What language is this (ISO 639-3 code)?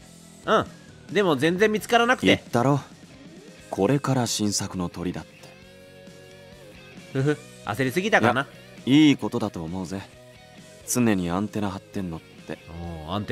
jpn